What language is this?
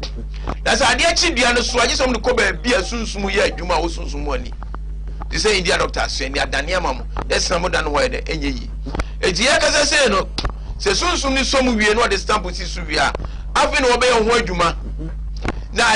Akan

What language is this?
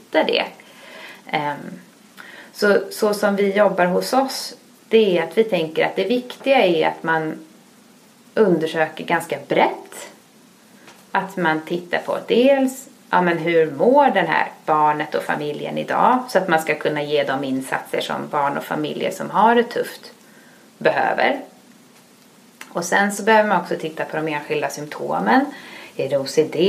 Swedish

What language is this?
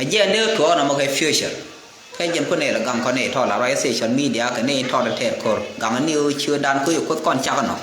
Nuer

